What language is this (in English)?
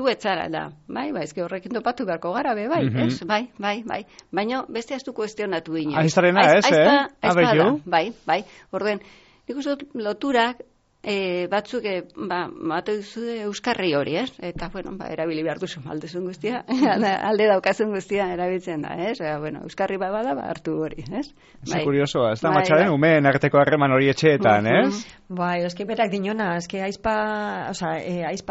Basque